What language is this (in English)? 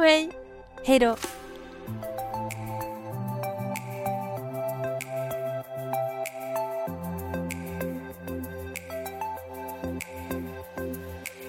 Swedish